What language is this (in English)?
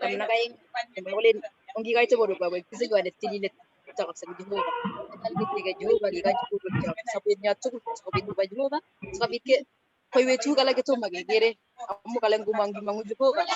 Kalenjin